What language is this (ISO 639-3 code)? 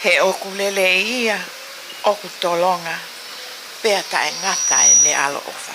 ton